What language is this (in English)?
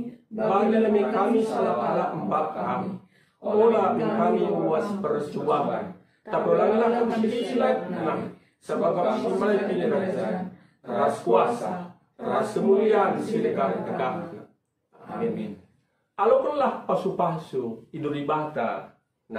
Batak Karo